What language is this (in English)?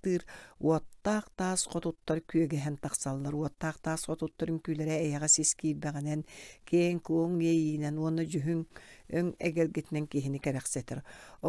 Yakut